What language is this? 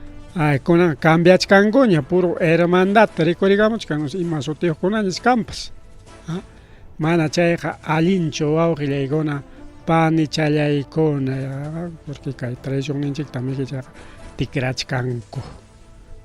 Ayacucho Quechua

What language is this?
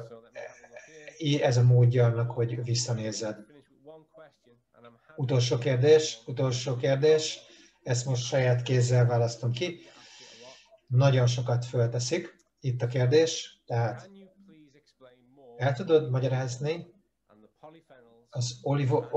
Hungarian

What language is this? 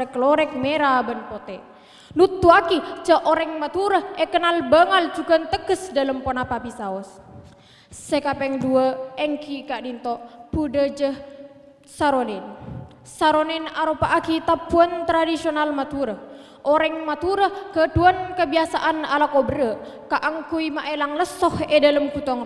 Madurese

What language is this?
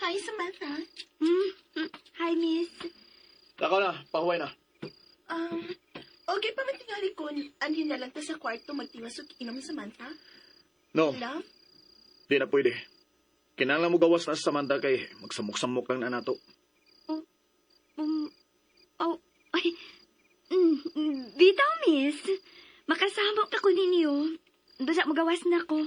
Cebuano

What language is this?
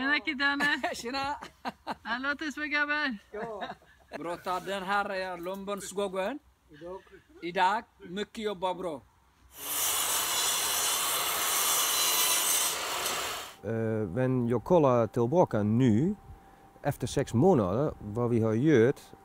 Swedish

